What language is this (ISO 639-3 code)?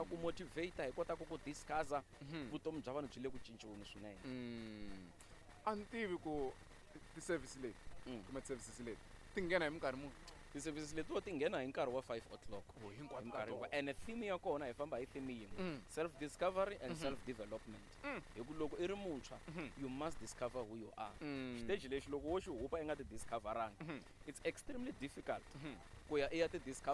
tso